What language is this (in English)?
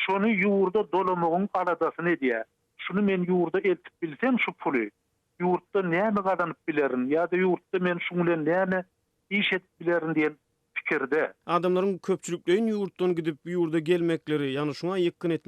Turkmen